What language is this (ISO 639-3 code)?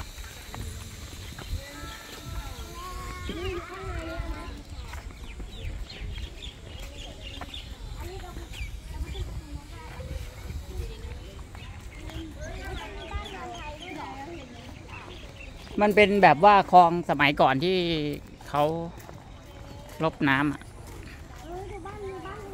tha